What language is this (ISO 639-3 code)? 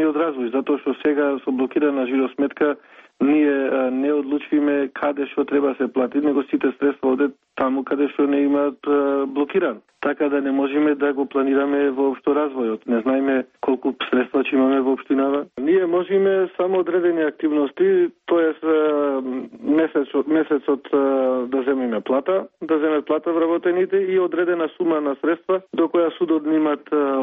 mkd